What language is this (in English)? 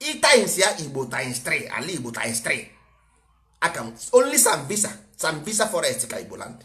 Igbo